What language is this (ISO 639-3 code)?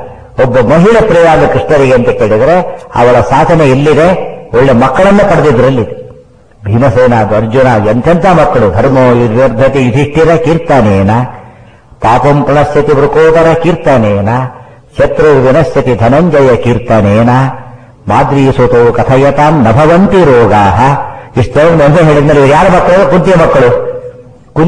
kan